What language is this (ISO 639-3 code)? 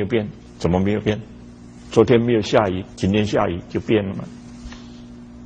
zho